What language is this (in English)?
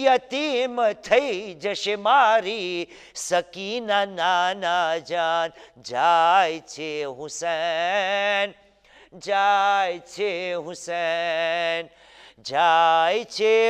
Gujarati